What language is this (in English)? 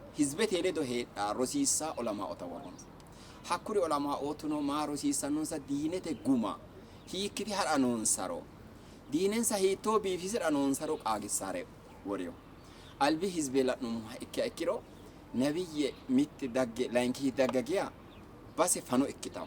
Sidamo